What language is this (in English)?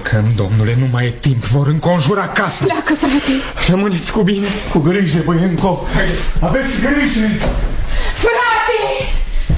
Romanian